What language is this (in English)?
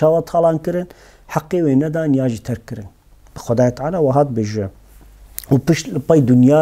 Kurdish